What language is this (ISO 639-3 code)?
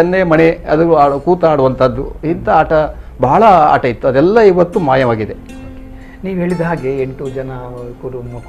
kan